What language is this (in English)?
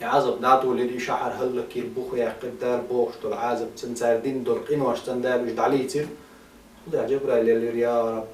Chechen